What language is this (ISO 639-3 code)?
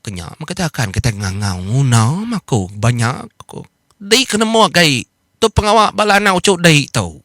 iba